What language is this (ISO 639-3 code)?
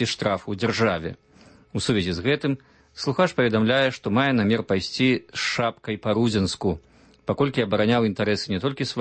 bel